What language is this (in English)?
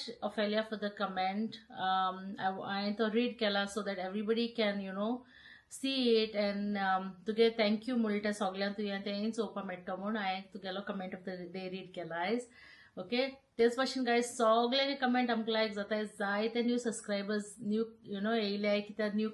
Konkani